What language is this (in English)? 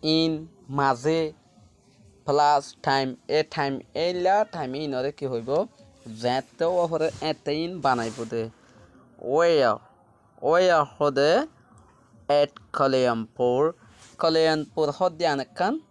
Rohingya